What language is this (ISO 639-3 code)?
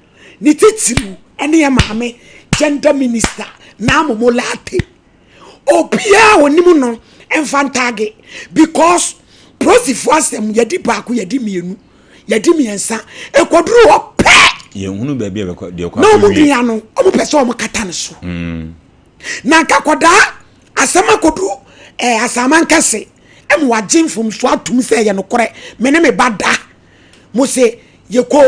aka